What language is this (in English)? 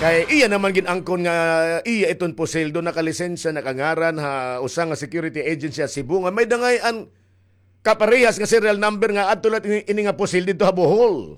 Waray